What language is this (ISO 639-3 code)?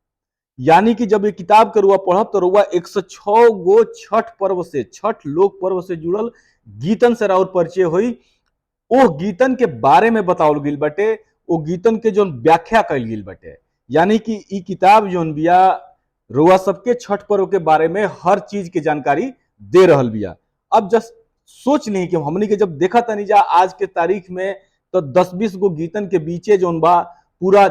bho